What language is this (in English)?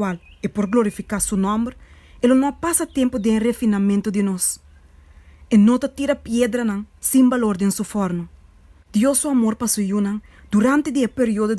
Papiamento